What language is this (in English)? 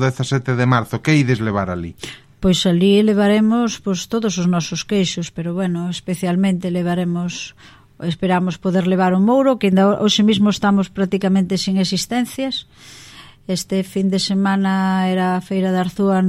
Galician